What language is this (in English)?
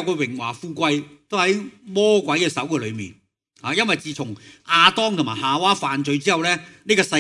Cantonese